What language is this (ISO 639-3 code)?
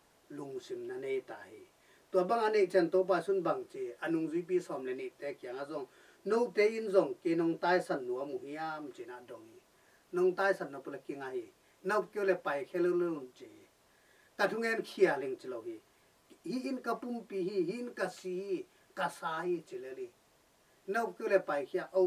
ctd